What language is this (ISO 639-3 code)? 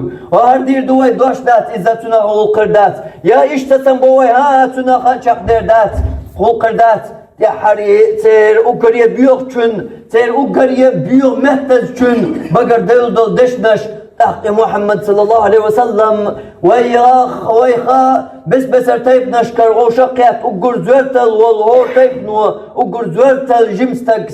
che